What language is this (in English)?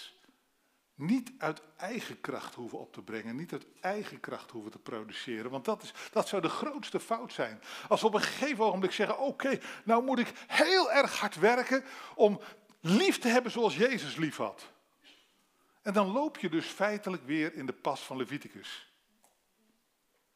Dutch